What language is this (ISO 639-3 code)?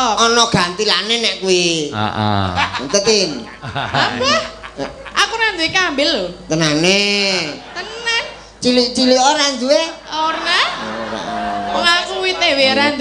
jav